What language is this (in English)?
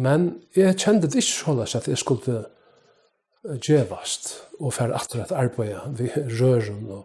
Faroese